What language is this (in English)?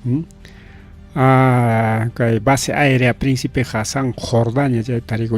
Ayacucho Quechua